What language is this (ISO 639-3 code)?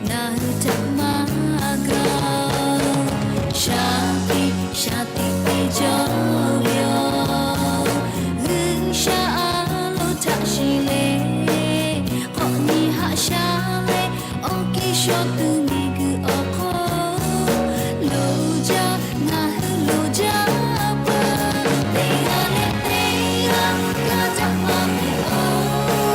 lhu